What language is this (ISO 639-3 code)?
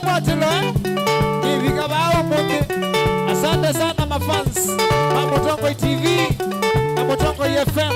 kam